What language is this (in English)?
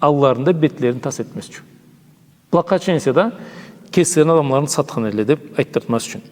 Karachay-Balkar